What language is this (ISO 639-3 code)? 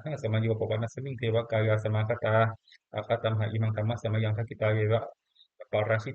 pli